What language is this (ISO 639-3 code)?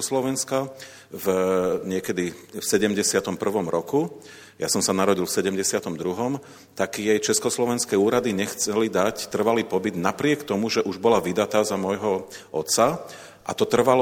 slk